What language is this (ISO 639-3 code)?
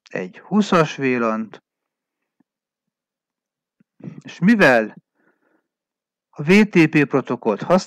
hun